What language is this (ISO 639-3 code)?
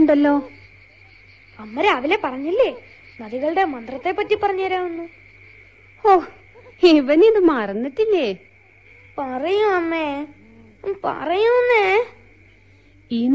mal